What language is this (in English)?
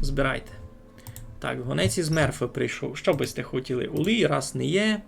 Rusyn